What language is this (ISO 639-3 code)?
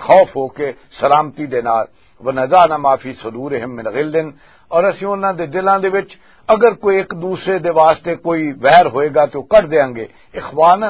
lah